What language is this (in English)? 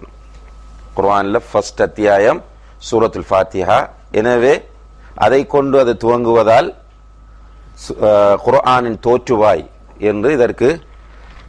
Tamil